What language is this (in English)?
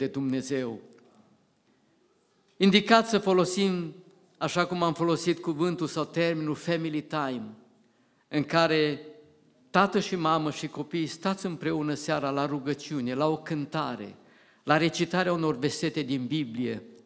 Romanian